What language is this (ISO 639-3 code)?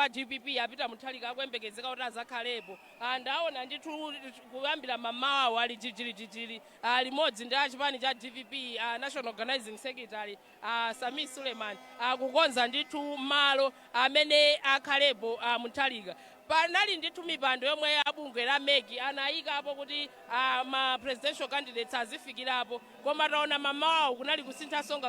nya